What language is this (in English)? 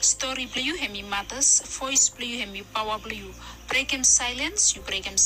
Bislama